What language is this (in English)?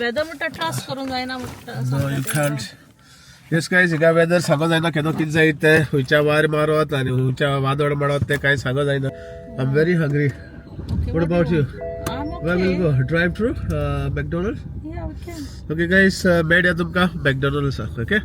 Konkani